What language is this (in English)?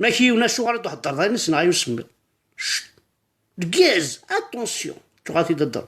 Kabyle